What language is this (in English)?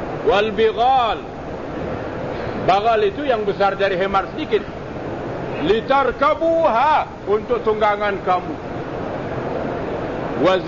Malay